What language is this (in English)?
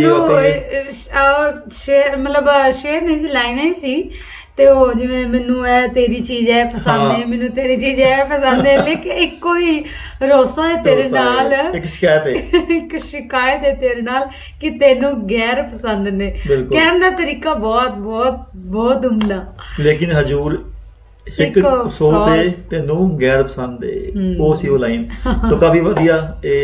Punjabi